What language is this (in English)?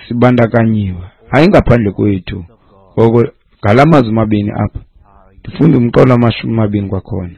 Xhosa